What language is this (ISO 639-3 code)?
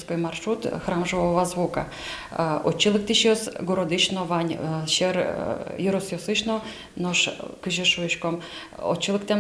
udm